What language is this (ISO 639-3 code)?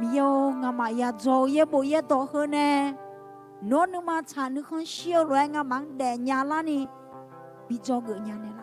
ahk